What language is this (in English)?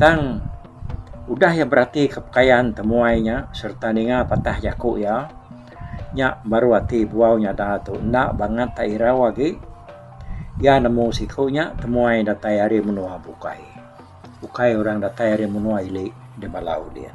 Iban